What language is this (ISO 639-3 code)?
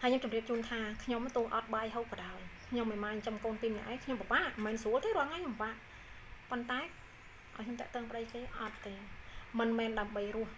khm